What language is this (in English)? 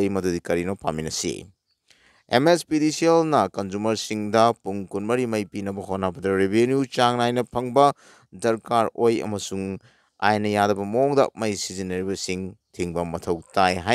Manipuri